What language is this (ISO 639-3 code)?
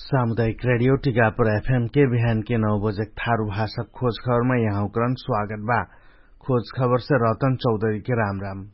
thl